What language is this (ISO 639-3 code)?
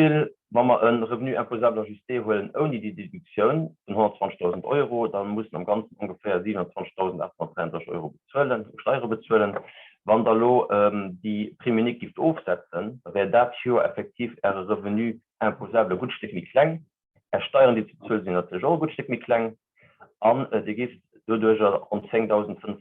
ltz